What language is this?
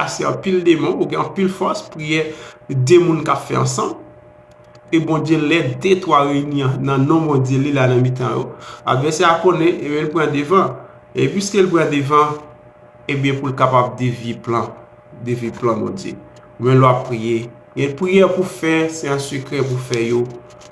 Haitian Creole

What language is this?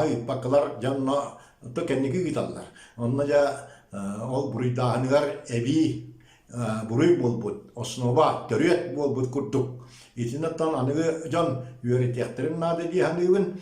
Yakut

